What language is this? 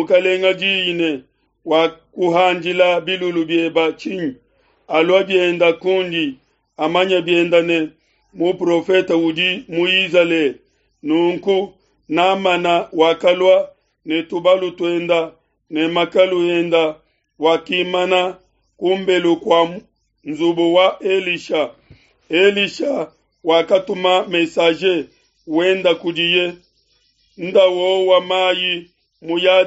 Luba-Lulua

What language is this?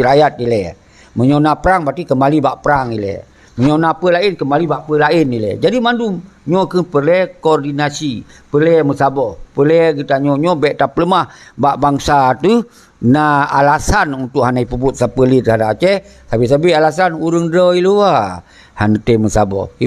Achinese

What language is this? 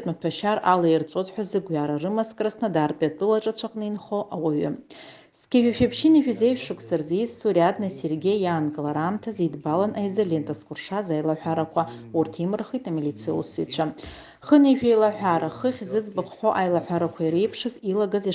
Abkhazian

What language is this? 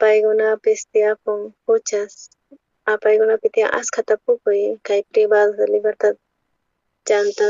South Bolivian Quechua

